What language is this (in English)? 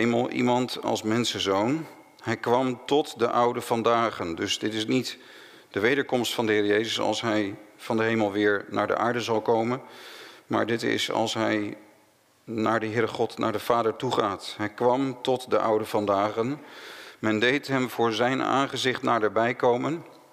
Dutch